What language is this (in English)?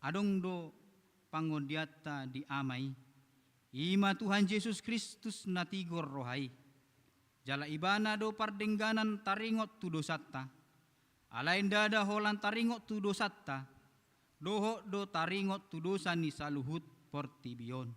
Batak Toba